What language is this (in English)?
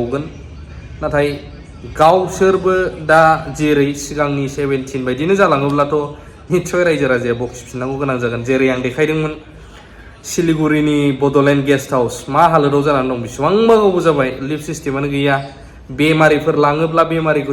Bodo